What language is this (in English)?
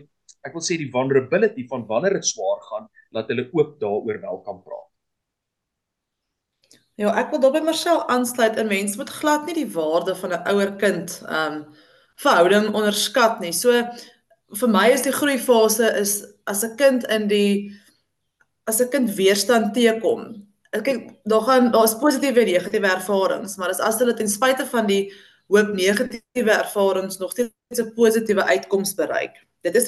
Afrikaans